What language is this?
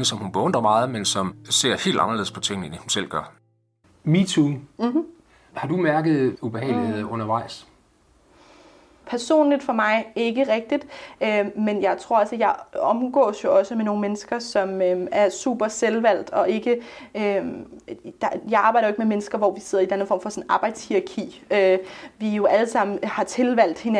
Danish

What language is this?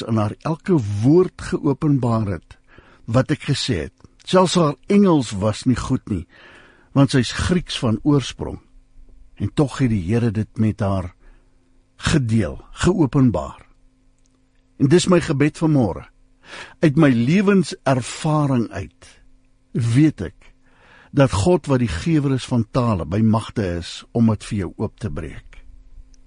Afrikaans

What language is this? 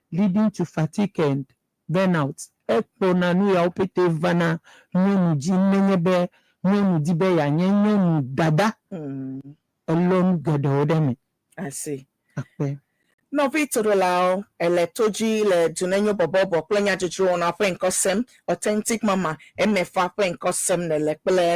Ewe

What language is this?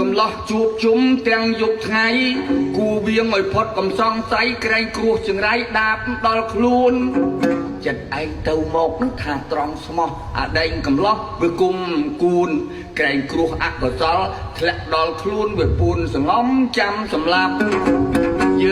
Khmer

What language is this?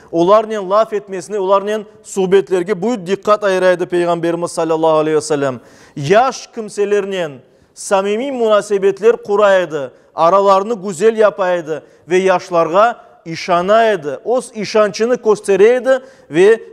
Crimean Tatar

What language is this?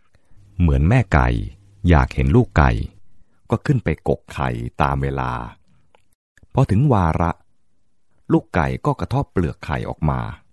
Thai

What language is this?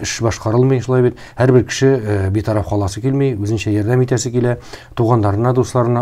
Tatar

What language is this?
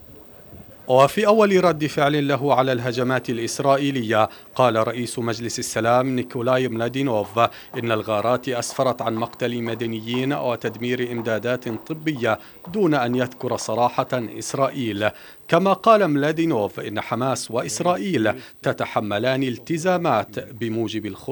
Arabic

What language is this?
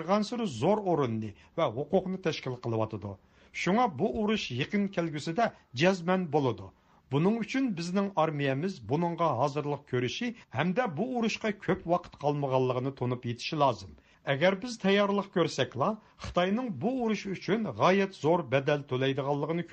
Uyghur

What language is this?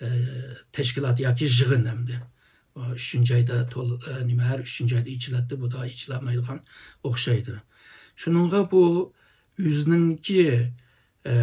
Uyghur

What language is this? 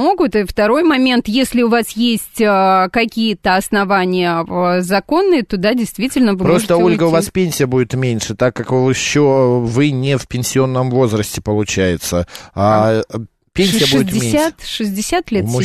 Russian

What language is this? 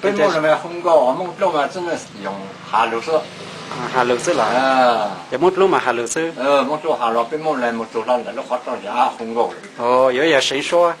Hmong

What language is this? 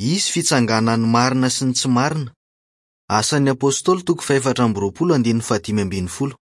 Malagasy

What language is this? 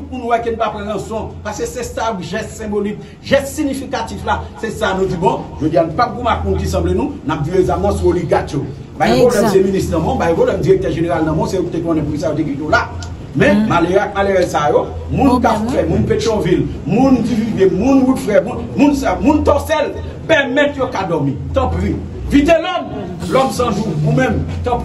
Haitian Creole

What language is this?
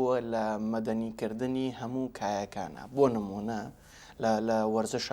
Central Kurdish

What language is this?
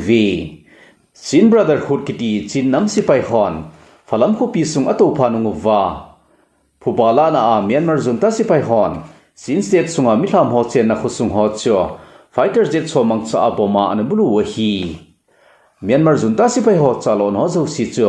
Thado Chin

